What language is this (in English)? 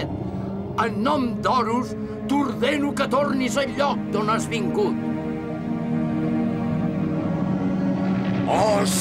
Catalan